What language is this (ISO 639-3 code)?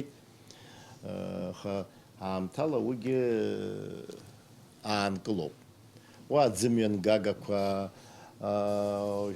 abk